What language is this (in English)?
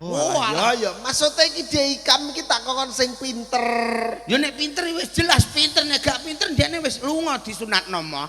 Javanese